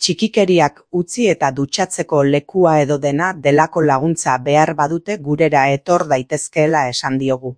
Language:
Basque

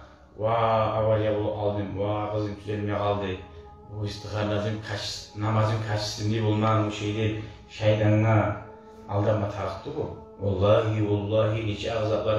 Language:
Kumyk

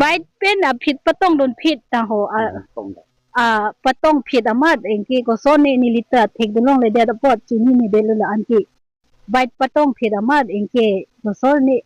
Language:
Karbi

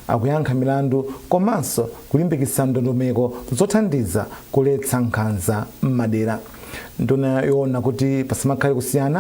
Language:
Nyanja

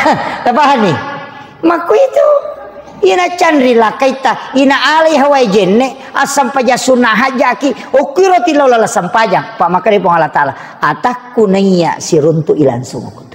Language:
Buginese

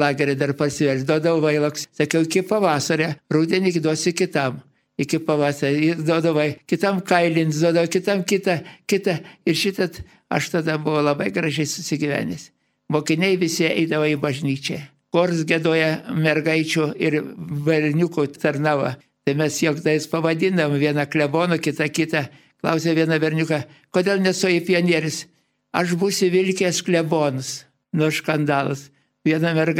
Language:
Lithuanian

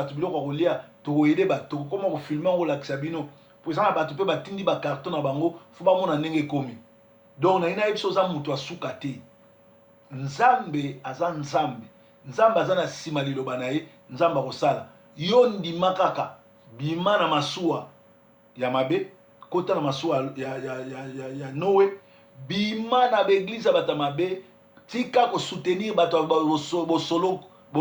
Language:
Lingala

